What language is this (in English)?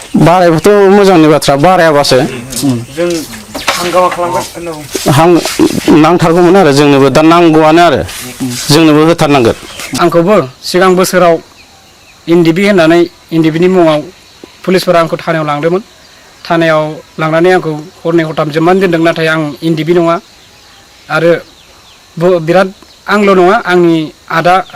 Bodo